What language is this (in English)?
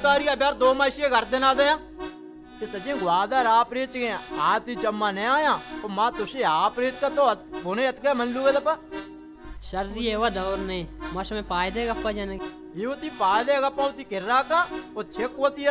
Baluchi